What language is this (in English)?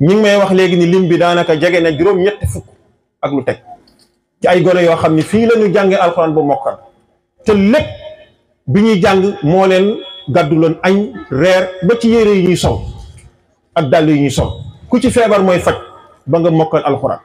Wolof